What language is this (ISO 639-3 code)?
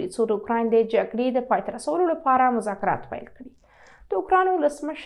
pus